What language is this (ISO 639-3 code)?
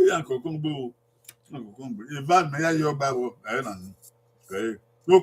bin